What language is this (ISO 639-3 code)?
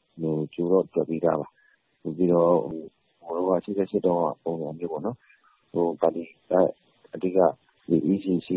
mya